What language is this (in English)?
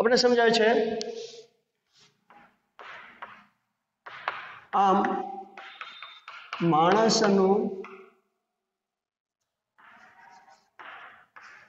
Gujarati